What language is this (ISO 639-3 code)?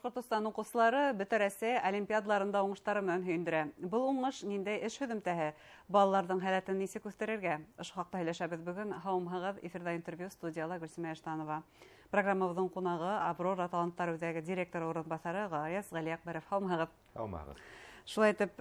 bak